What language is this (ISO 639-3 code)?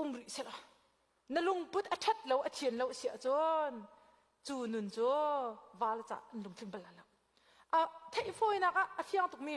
cnh